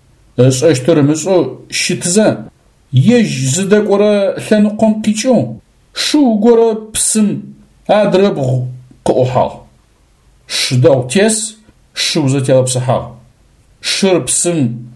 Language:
Adyghe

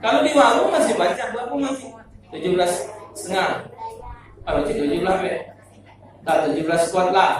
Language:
Musi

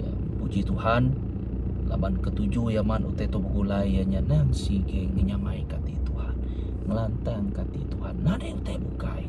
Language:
Iban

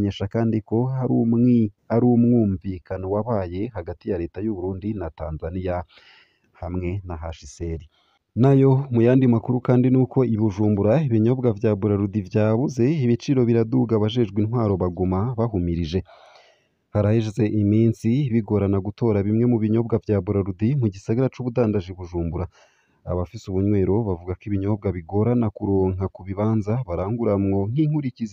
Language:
Rundi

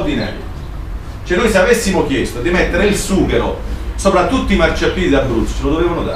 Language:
Italian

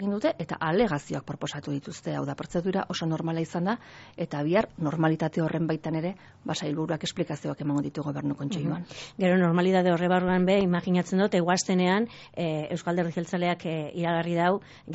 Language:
Basque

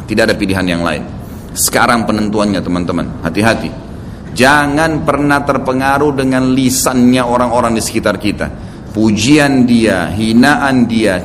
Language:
Indonesian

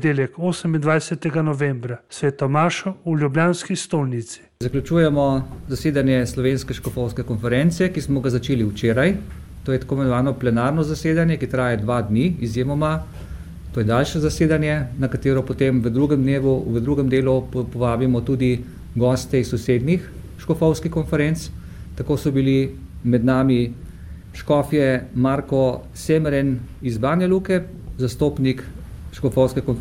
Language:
Slovenian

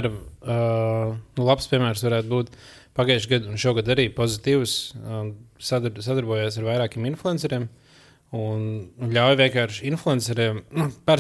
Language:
Latvian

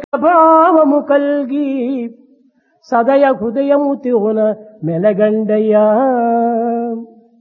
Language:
Telugu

